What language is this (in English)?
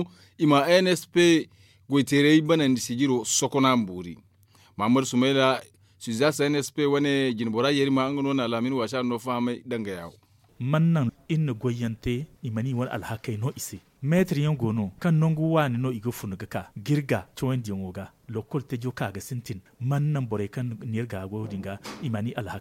Zarma